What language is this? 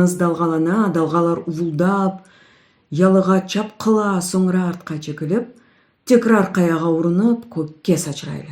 Crimean Tatar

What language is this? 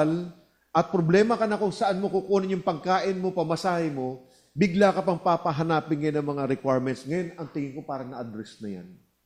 Filipino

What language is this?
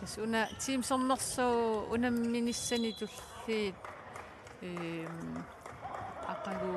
Kalaallisut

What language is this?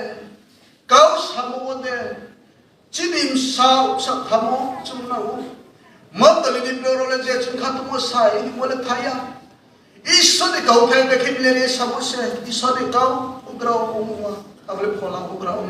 Riang (India)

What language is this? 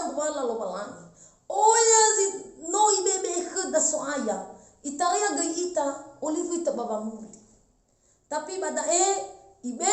Nias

